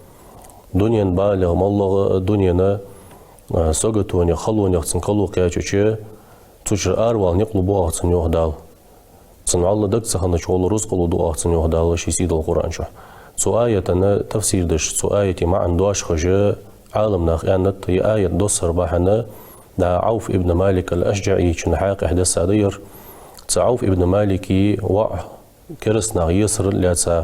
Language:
Ingush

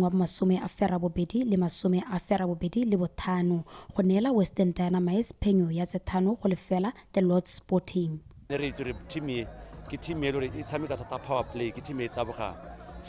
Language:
Tswana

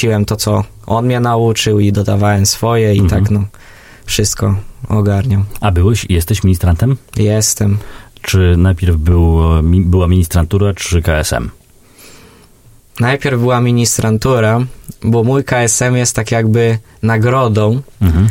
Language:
Polish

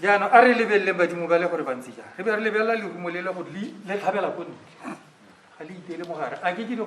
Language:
Tswana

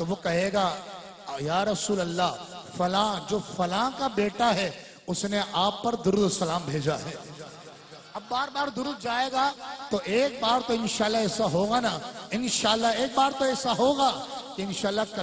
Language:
Urdu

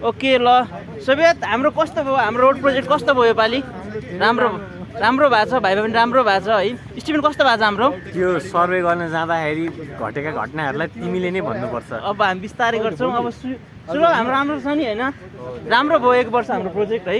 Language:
Nepali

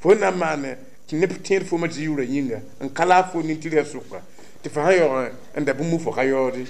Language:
Mossi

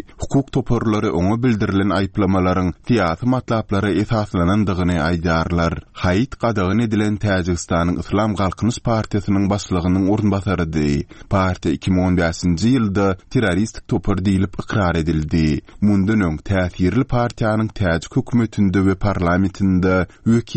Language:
Turkmen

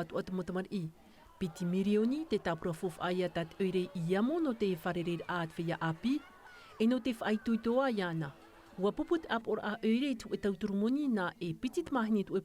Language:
Tahitian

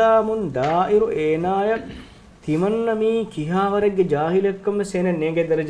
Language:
Divehi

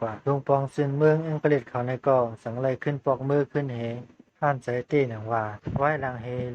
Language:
Shan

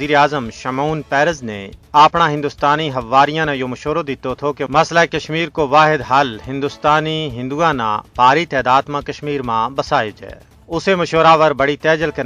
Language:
Gujari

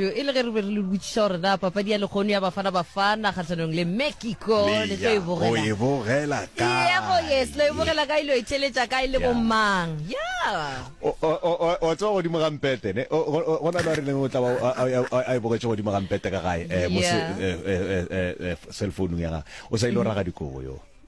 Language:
Northern Sotho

